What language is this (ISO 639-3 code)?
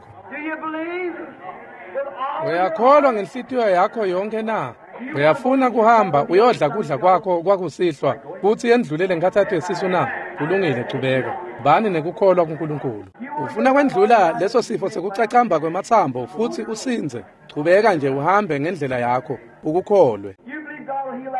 ssw